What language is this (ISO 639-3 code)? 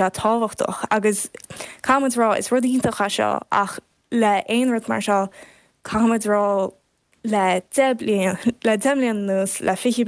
gle